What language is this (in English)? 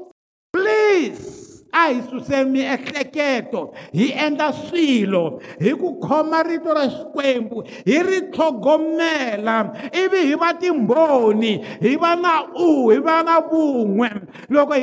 Tsonga